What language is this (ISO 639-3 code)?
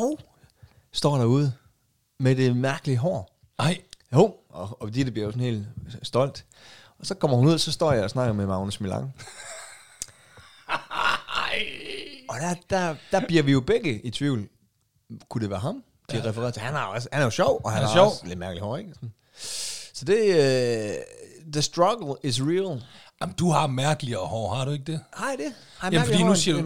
dan